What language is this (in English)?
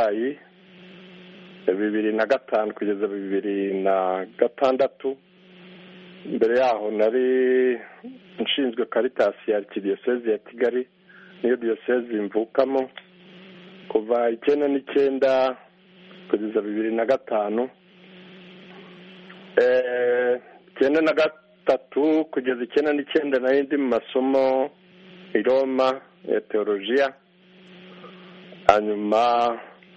Kinyarwanda